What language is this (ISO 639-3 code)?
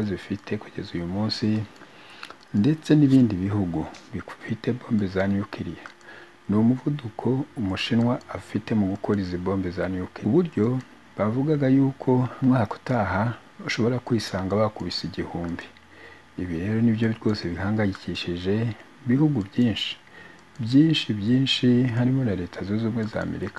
kin